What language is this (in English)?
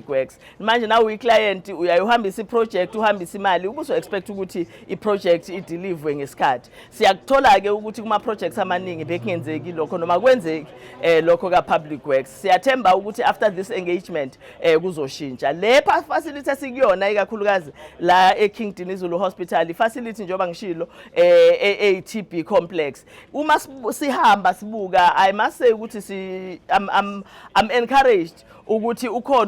Zulu